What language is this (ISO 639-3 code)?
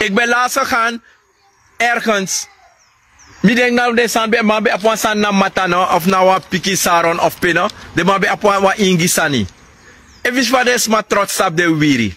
srn